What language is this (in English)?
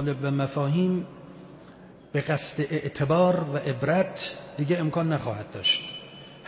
Persian